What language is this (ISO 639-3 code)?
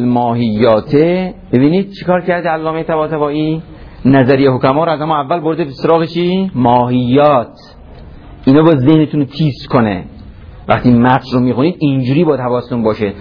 fas